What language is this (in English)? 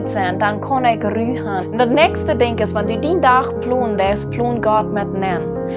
Plautdietsch